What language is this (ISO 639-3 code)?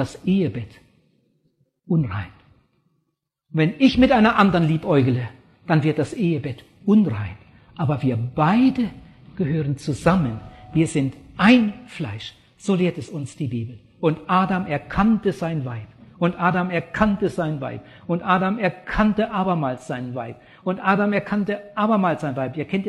deu